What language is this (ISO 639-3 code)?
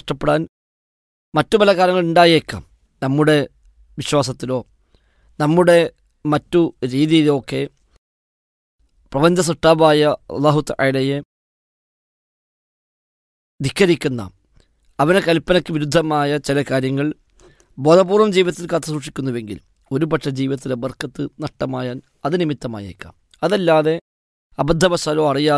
mal